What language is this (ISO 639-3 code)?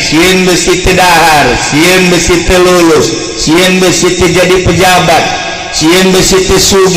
sun